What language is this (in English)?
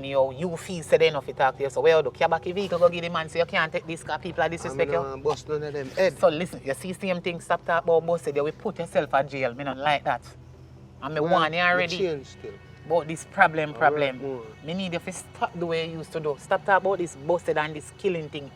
Jamaican Creole English